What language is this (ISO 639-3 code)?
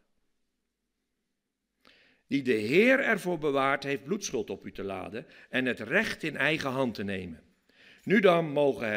nld